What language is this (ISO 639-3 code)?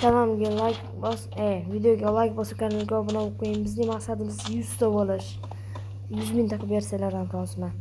uzb